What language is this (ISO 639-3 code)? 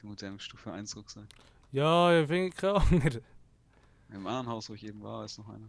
gsw